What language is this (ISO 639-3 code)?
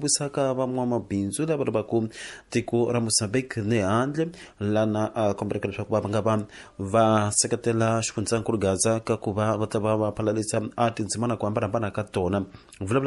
tso